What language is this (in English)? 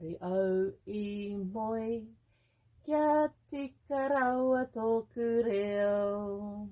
Māori